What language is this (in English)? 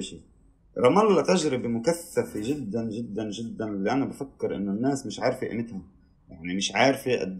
North Levantine Arabic